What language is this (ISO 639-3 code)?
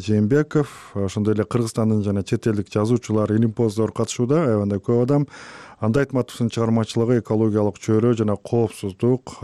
kir